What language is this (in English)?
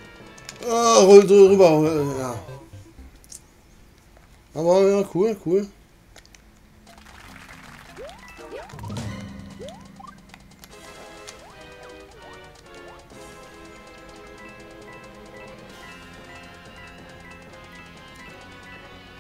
German